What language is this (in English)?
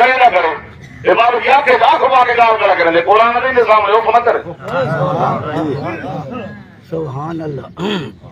Saraiki